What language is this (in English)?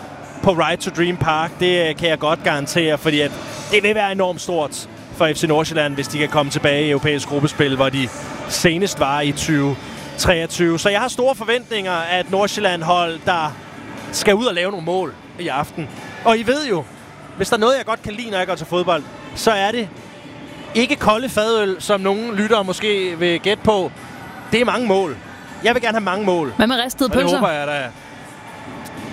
Danish